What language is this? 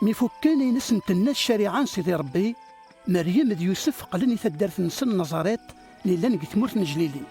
Kabyle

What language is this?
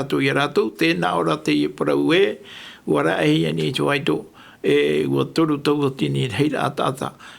Tahitian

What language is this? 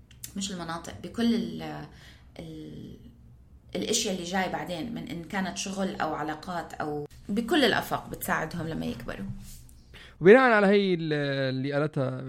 North Levantine Arabic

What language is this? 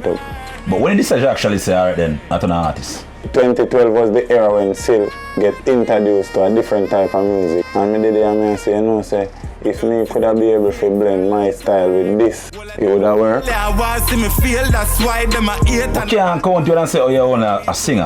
Jamaican Creole English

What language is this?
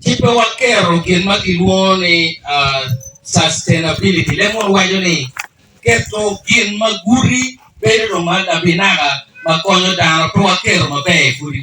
Acoli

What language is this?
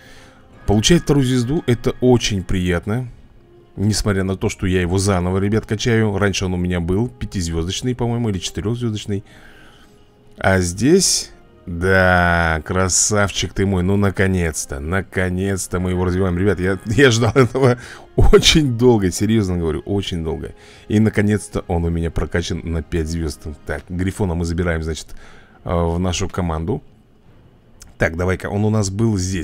Russian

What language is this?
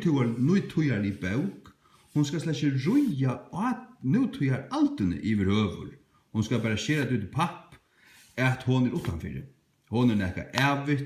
Faroese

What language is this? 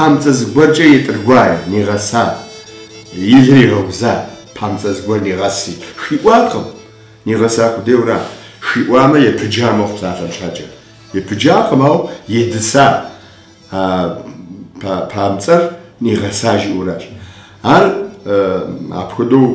Kabardian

